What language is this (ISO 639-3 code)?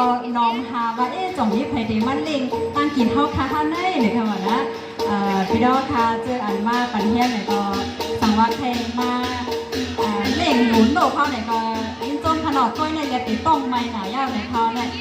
shn